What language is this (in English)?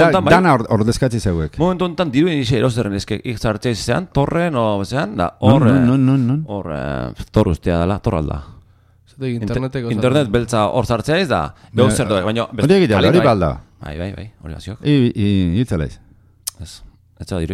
Basque